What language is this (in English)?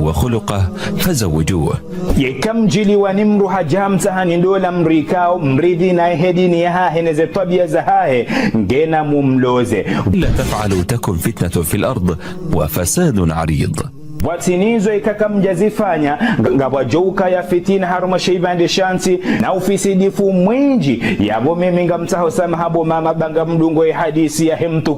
Ngazidja Comorian